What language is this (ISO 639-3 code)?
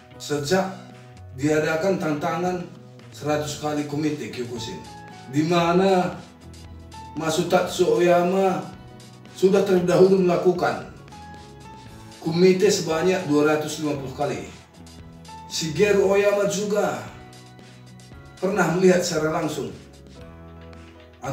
ind